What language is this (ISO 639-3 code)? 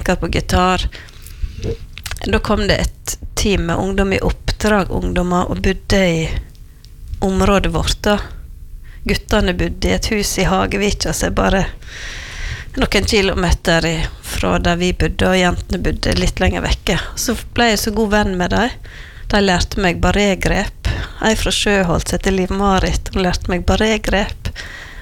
nor